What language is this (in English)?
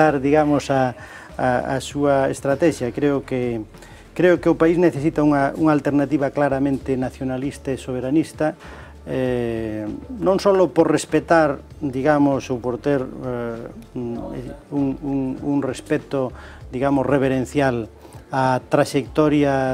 Galician